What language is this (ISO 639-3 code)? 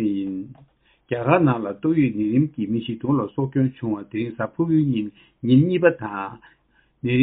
bod